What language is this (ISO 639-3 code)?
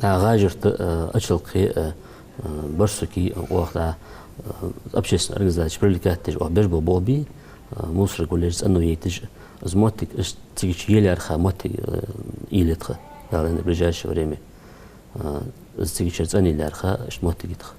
inh